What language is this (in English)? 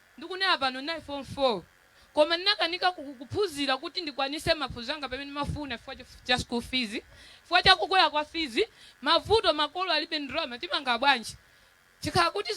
Nyanja